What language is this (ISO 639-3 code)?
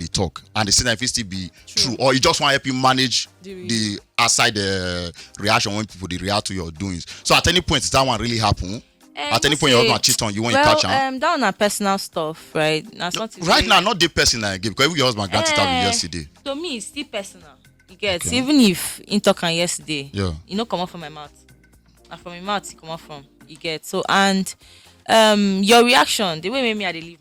pcm